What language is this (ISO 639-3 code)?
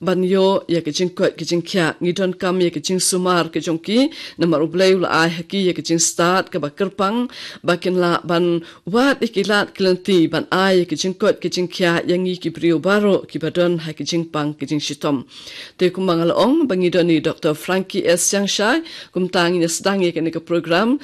kha